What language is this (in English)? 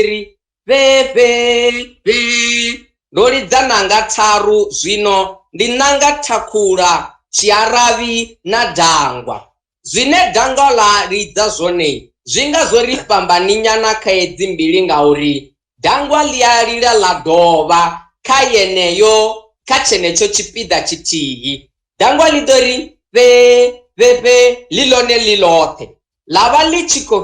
Venda